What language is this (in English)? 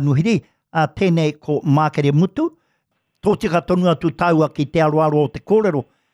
Māori